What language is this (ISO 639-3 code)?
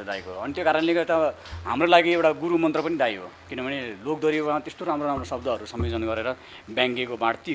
nep